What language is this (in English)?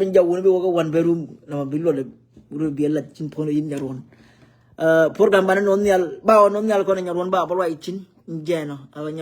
Nuer